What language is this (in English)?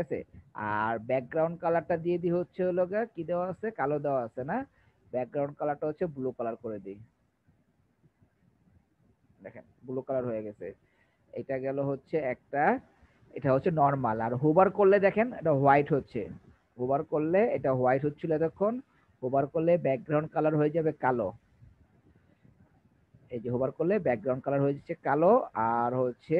Bangla